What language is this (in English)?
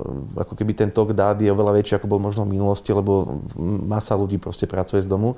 Slovak